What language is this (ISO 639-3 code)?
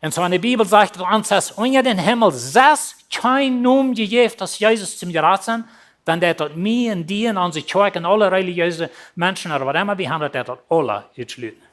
pdt